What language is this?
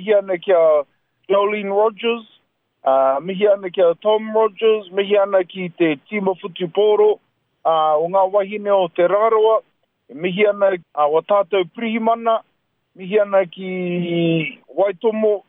Māori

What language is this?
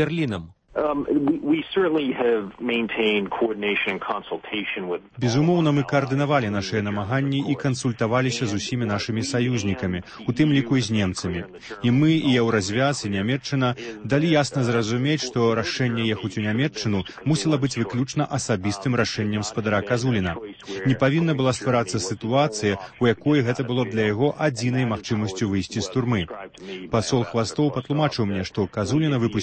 Belarusian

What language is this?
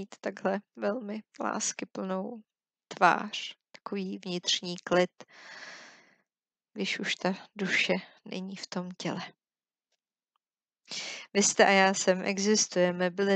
Czech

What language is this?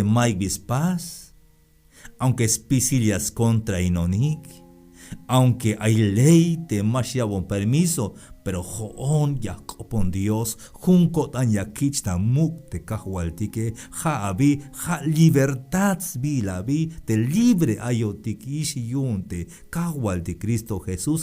Tzeltal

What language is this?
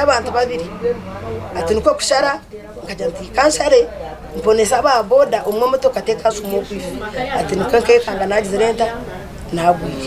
Nyankole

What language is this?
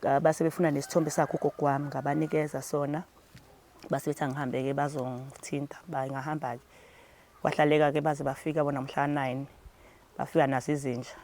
Zulu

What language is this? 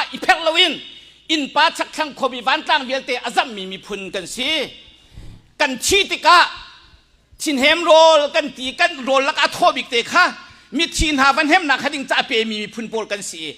Hakha Chin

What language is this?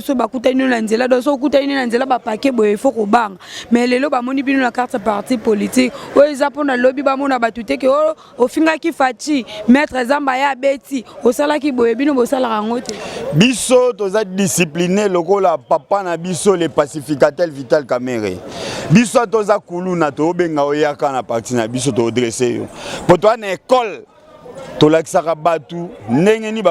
Lingala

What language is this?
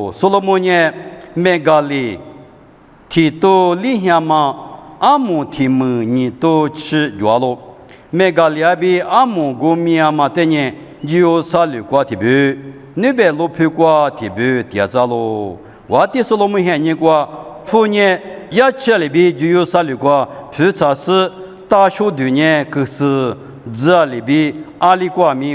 Lisu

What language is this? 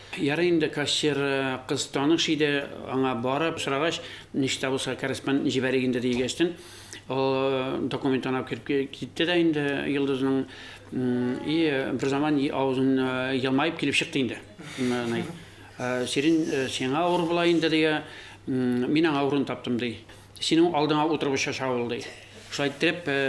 Tatar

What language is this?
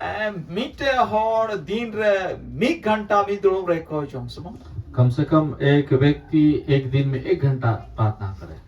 Santali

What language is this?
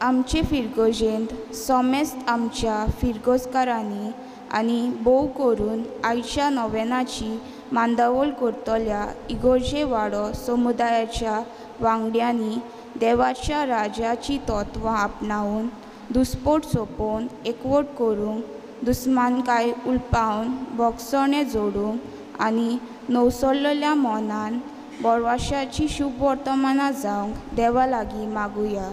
Konkani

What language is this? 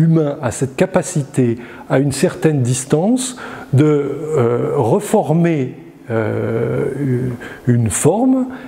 French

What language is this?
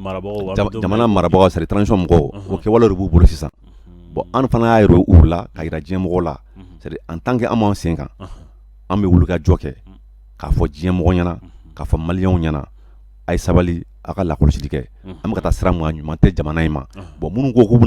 Bambara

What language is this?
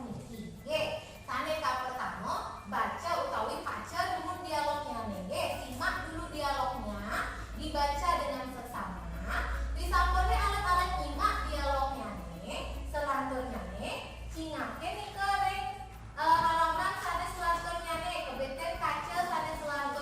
Balinese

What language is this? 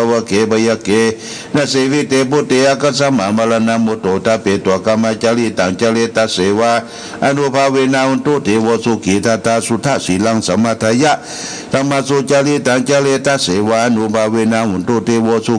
Pali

